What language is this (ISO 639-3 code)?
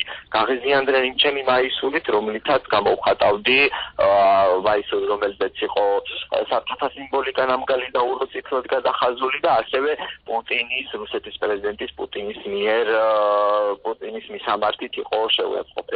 kat